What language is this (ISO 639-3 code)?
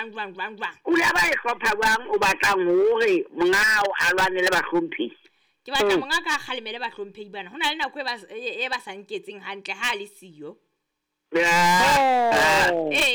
sot